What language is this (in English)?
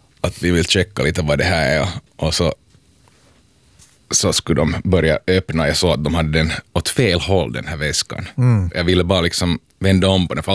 Swedish